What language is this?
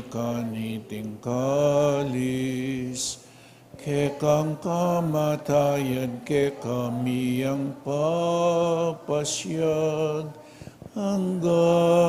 Pampanga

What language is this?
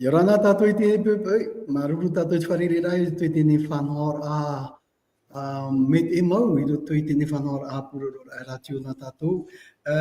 Tahitian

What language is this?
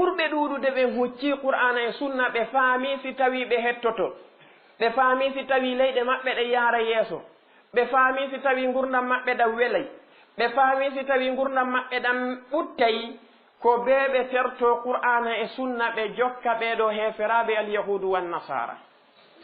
Fula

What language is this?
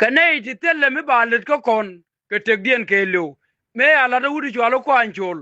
Nuer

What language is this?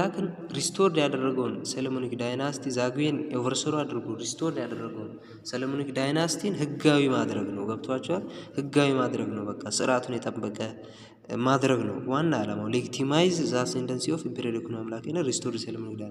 Amharic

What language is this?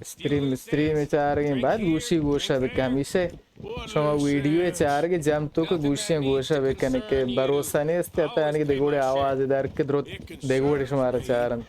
Baluchi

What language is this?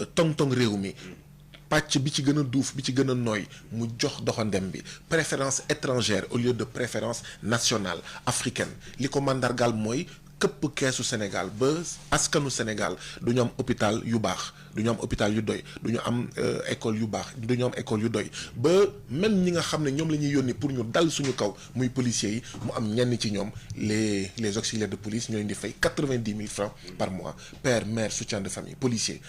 Wolof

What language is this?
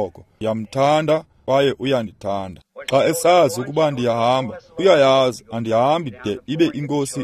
Xhosa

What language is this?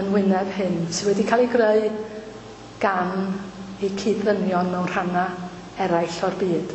Welsh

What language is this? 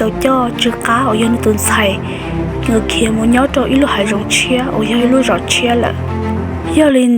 Hmong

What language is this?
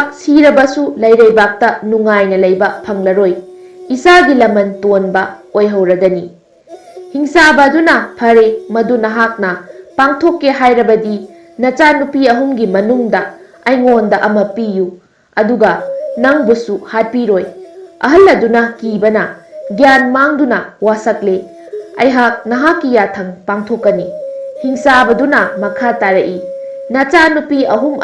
Manipuri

